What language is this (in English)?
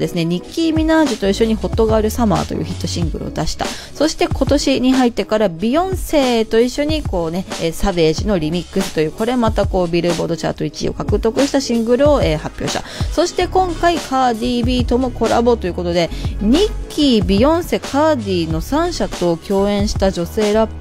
Japanese